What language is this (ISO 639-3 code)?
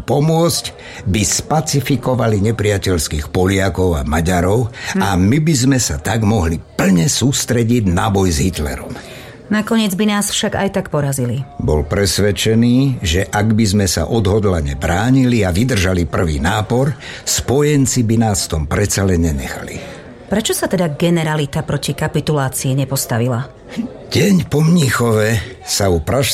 slk